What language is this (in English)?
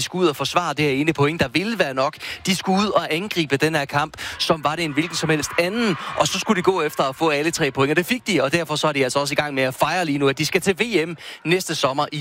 Danish